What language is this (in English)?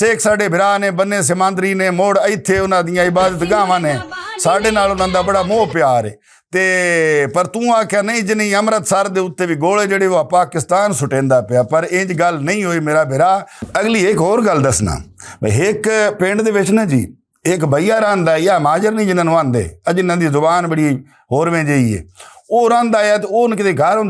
Western Panjabi